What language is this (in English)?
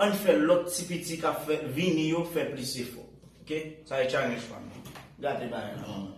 Haitian Creole